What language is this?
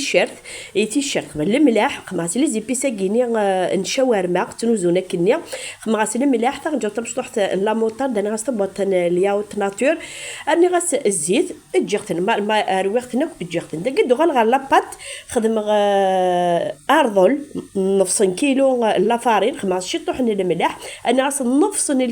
Kabyle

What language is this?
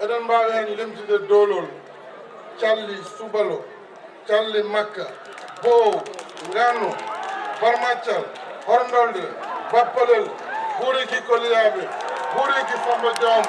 Fula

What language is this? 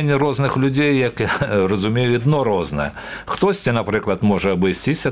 Belarusian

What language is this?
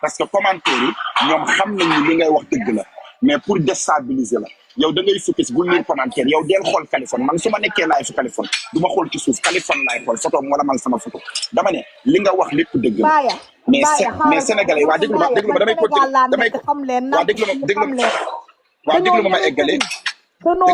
Wolof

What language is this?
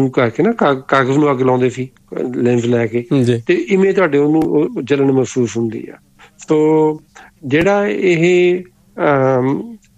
Punjabi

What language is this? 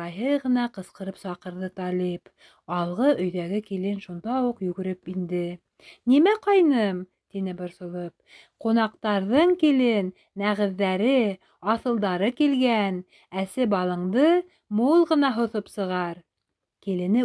Bashkir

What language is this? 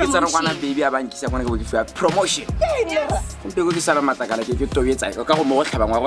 Tswana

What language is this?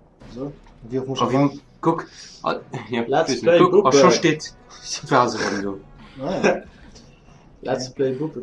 Luxembourgish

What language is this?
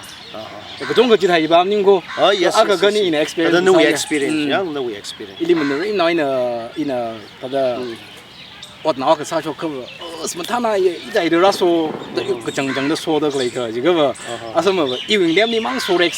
Tangkhul Naga (India)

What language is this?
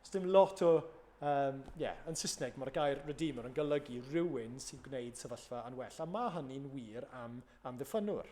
Welsh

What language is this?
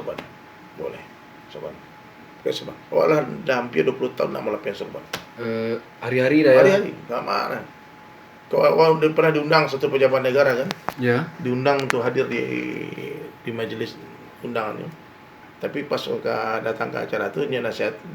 Minangkabau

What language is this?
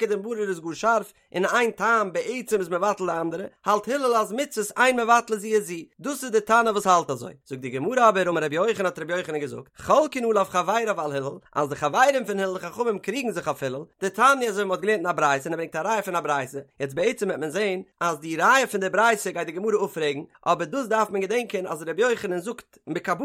Yiddish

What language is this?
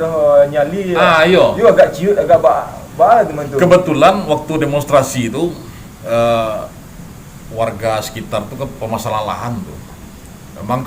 Minangkabau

